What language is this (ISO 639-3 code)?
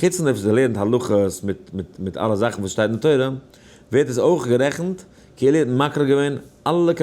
yid